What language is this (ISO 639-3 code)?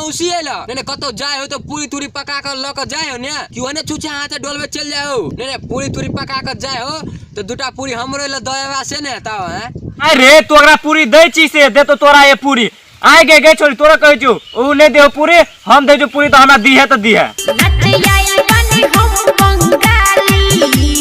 mai